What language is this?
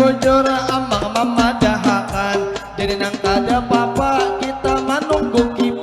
Banjar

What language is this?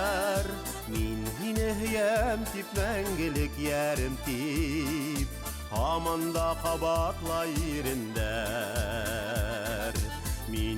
Bashkir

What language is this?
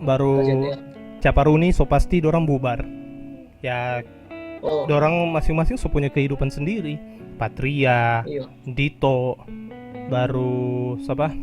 Manado Malay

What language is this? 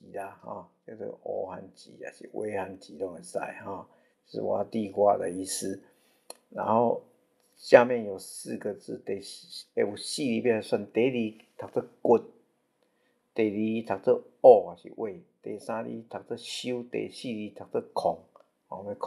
Min Nan Chinese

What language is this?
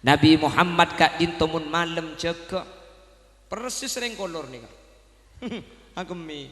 Madurese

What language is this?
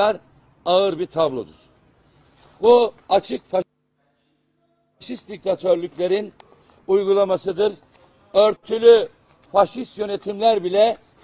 Turkish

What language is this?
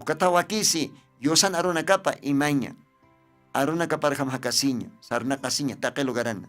Aymara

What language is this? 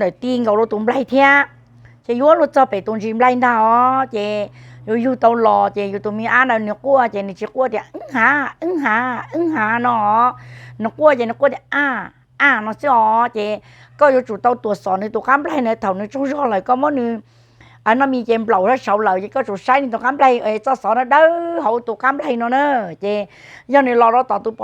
Hmong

